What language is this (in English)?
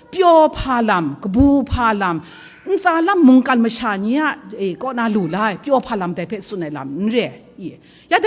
Kachin